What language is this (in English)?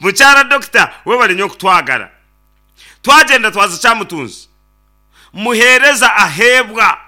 Nyankole